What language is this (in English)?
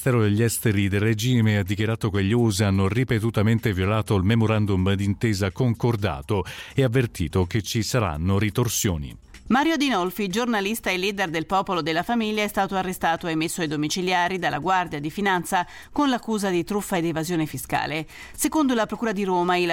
Italian